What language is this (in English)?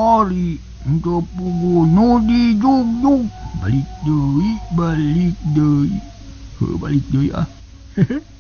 Sundanese